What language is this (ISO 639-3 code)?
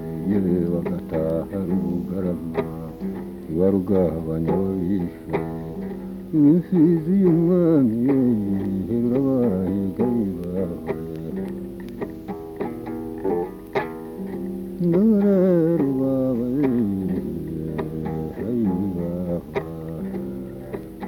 kin